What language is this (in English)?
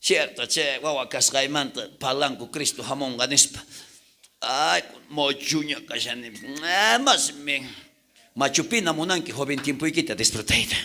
South Bolivian Quechua